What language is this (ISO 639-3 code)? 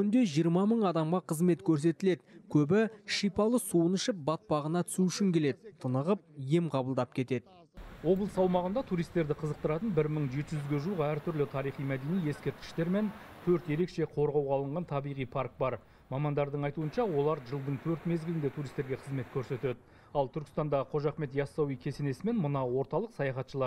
kaz